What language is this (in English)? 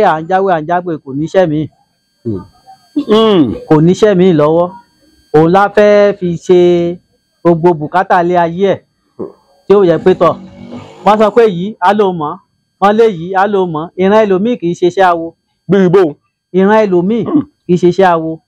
Yoruba